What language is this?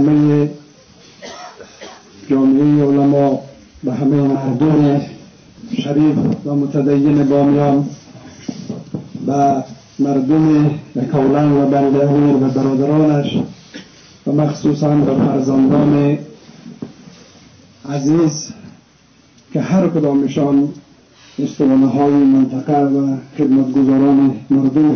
Persian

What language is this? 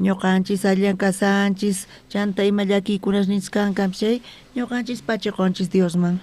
South Bolivian Quechua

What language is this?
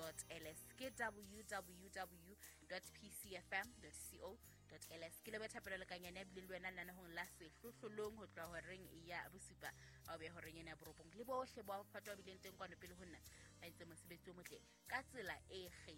Southern Sotho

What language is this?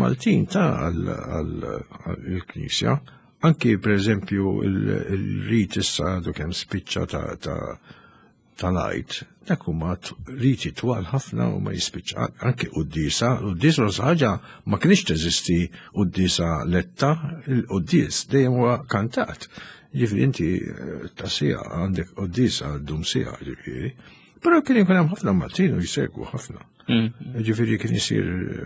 Maltese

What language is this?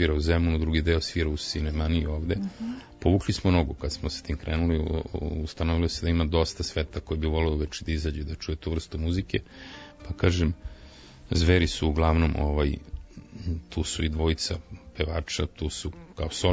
Serbian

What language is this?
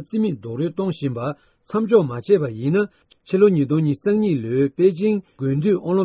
Tibetan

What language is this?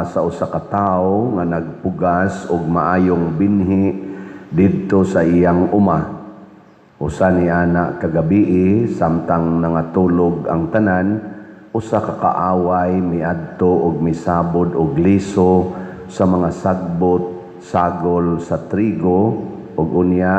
Cebuano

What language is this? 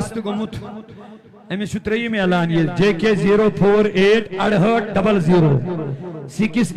Kashmiri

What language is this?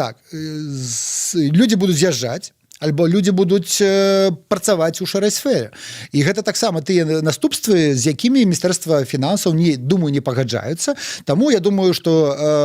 Belarusian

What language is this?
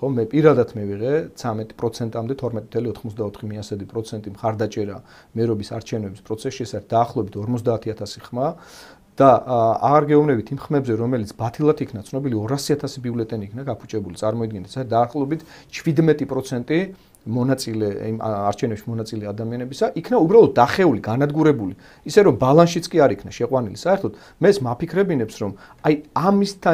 Georgian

